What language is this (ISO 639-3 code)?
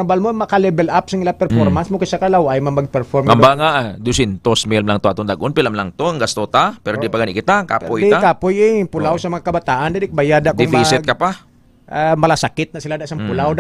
hil